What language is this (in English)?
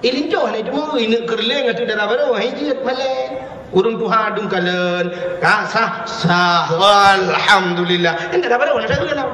Achinese